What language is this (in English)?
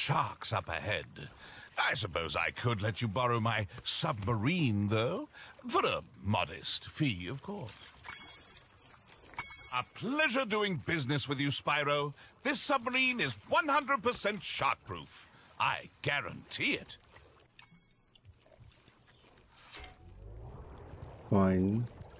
Czech